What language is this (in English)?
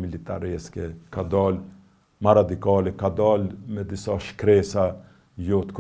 Albanian